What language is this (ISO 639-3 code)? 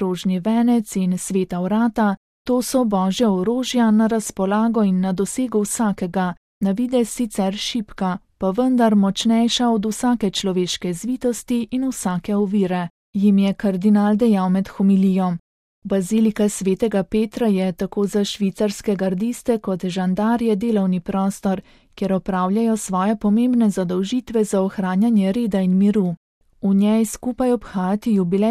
slv